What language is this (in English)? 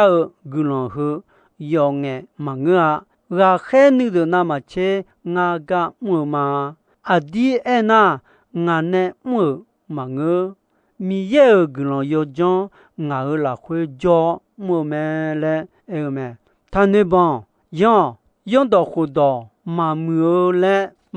Akha